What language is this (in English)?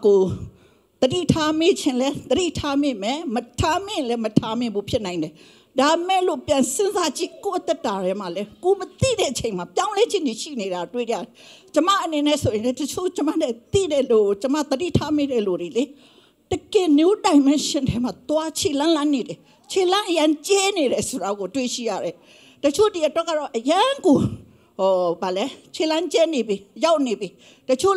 Burmese